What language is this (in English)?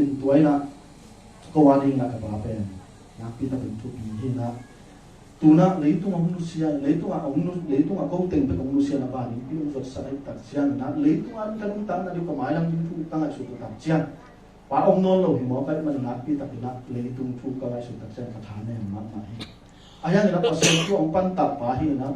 Tedim Chin